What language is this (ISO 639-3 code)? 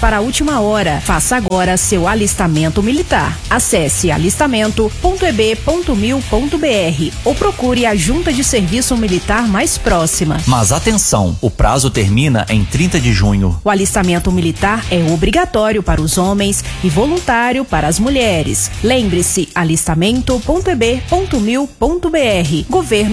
por